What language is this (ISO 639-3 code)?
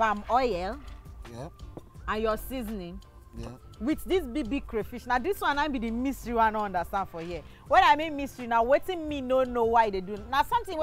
pcm